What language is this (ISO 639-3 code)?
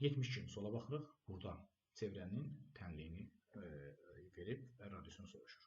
aze